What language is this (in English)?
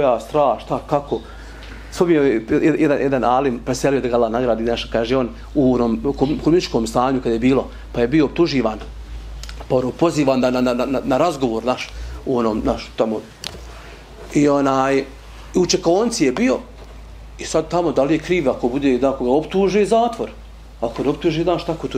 Bosnian